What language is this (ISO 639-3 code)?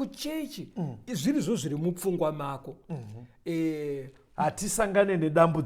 sna